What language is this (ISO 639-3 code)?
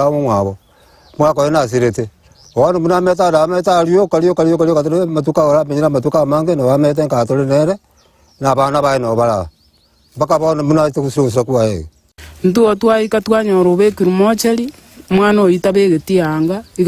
guz